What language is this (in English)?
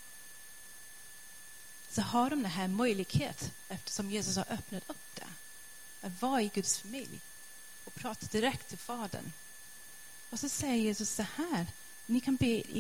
Swedish